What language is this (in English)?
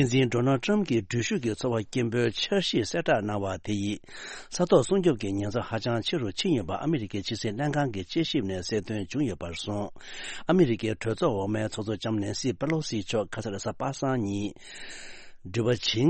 Tibetan